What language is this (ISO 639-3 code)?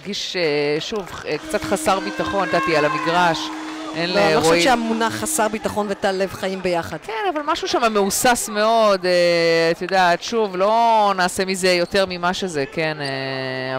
heb